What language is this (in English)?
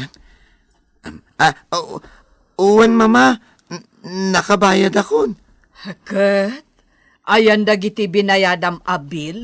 Iloko